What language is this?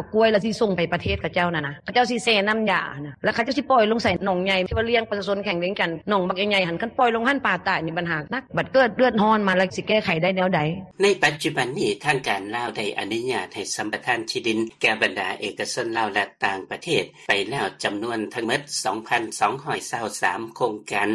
Lao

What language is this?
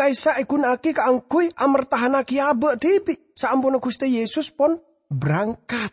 Madurese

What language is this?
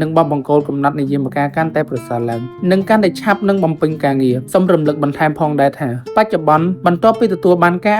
Khmer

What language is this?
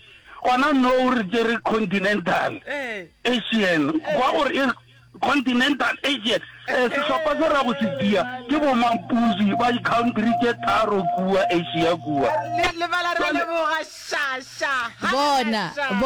Northern Sotho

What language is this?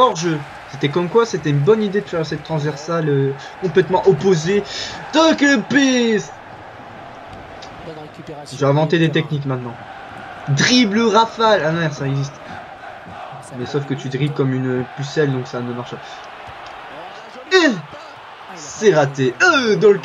French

